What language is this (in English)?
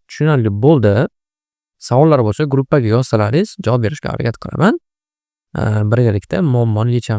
Uzbek